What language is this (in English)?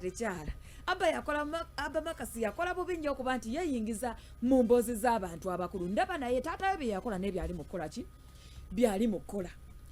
Ganda